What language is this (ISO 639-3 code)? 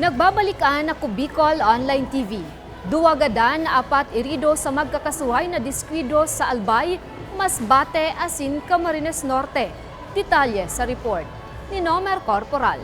bik